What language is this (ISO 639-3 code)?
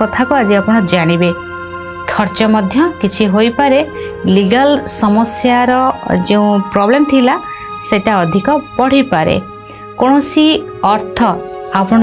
ori